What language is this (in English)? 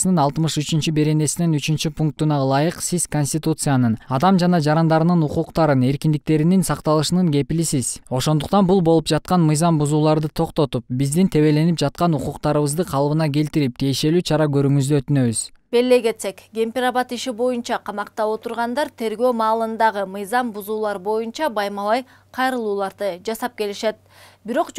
Kyrgyz